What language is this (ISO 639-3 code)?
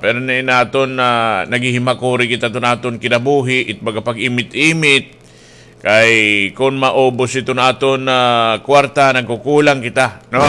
war